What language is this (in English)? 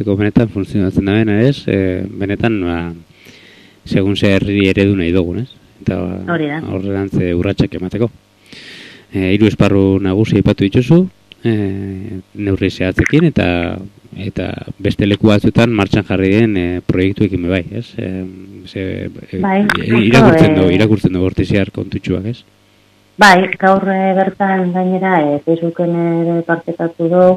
Basque